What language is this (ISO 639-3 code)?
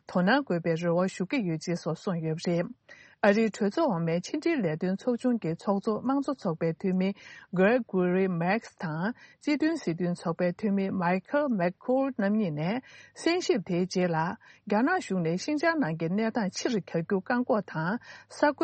bod